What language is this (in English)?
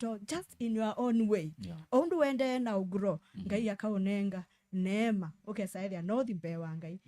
Kamba